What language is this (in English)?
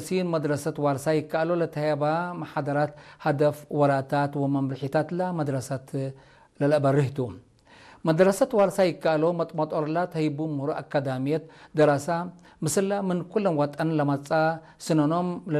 Tigre